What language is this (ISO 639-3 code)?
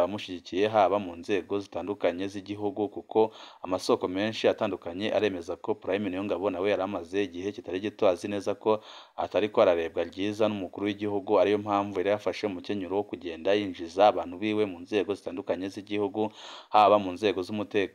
run